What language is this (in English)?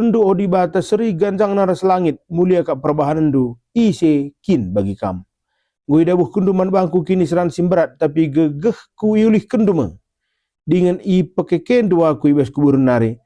Batak Karo